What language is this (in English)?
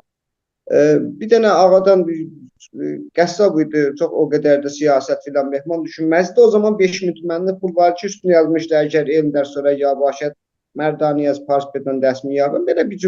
South Azerbaijani